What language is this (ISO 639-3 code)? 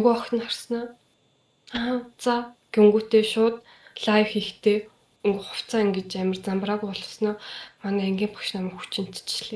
mon